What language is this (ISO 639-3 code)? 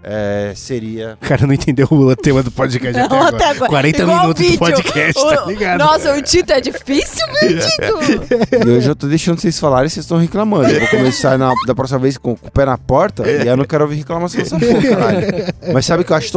por